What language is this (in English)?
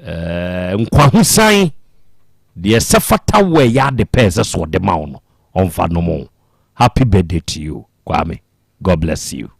Akan